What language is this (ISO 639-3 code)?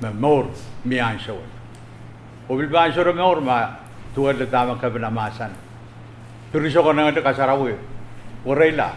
pon